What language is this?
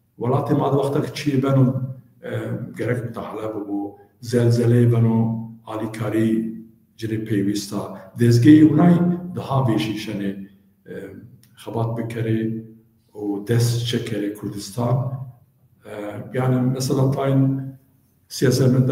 Zaza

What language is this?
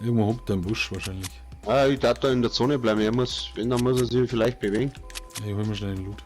Bavarian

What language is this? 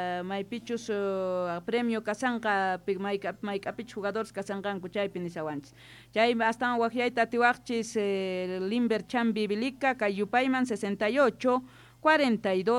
South Bolivian Quechua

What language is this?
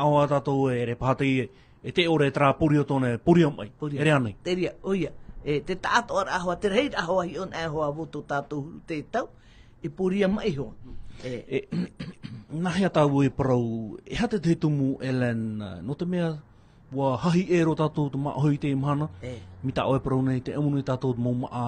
Tahitian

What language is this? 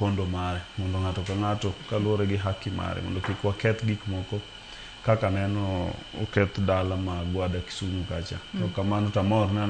Luo (Kenya and Tanzania)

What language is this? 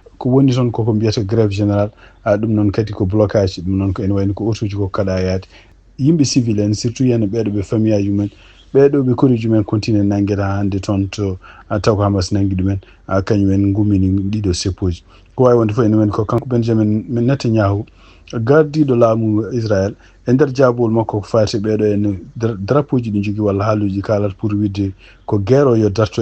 Fula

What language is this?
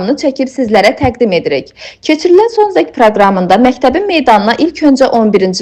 Azerbaijani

